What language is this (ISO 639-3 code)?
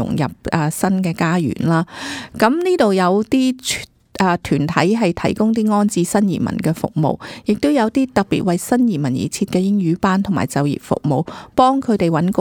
yue